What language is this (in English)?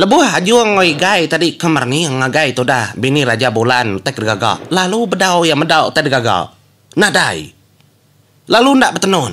Iban